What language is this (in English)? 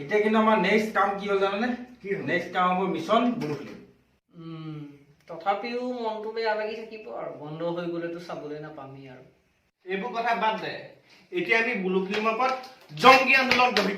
Assamese